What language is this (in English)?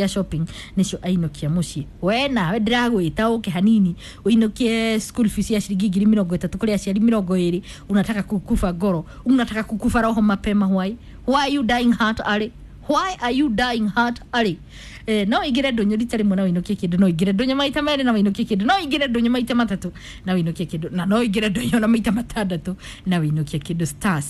Kikuyu